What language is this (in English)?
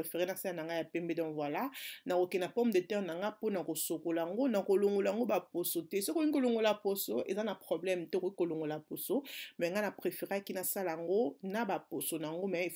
Lingala